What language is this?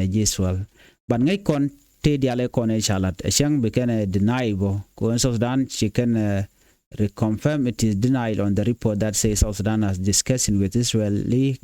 Nuer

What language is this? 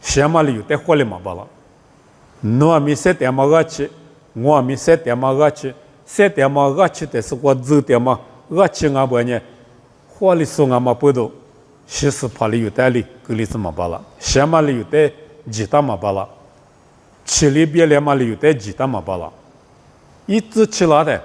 Lisu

